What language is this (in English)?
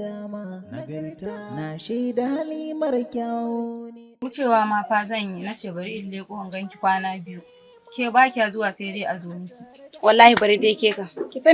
Hausa